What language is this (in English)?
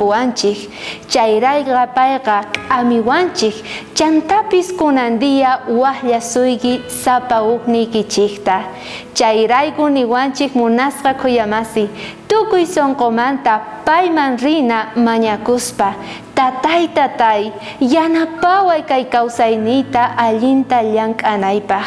South Bolivian Quechua